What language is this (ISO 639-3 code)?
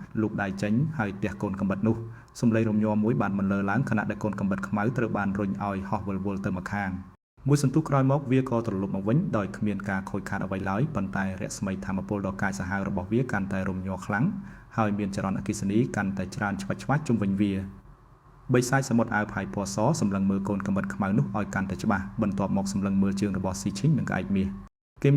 khm